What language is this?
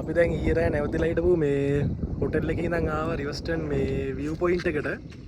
Sinhala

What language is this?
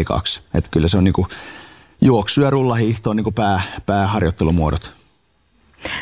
Finnish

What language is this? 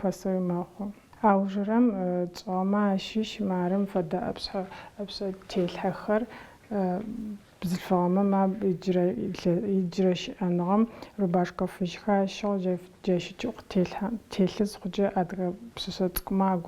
Adyghe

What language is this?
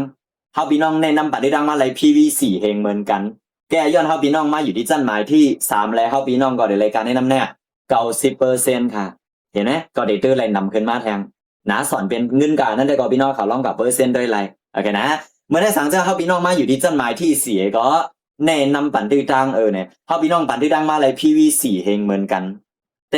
Shan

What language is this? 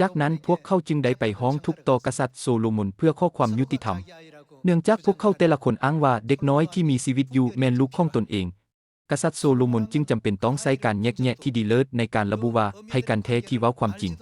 Lao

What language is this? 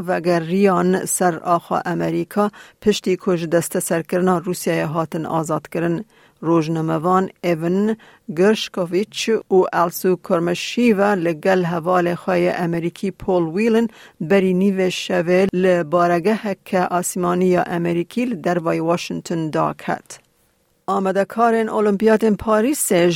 Kurdish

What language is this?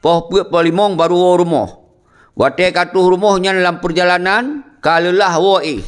Achinese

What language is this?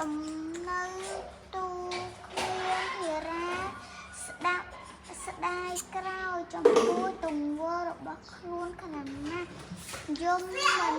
Khmer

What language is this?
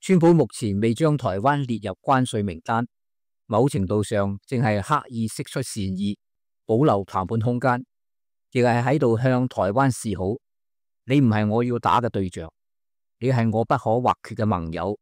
Cantonese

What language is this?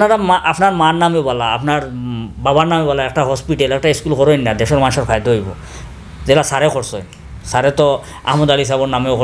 Sylheti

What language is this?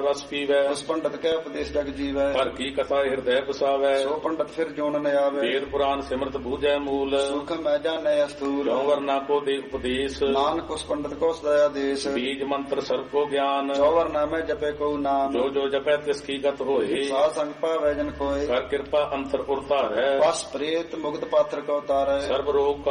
Punjabi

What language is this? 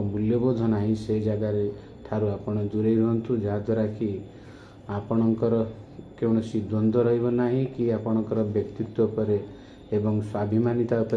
Odia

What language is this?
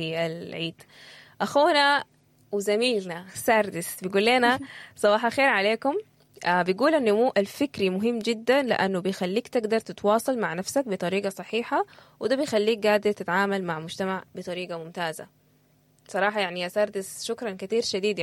Sudanese Arabic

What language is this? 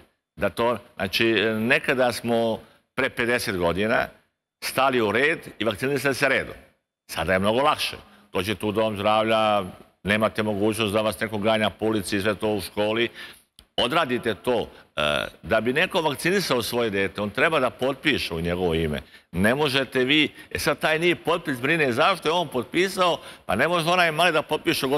Serbian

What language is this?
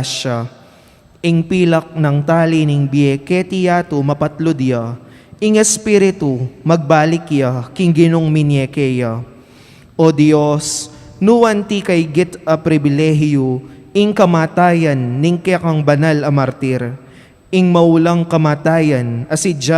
Pampanga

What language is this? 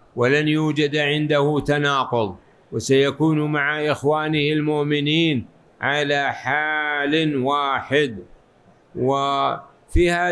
Arabic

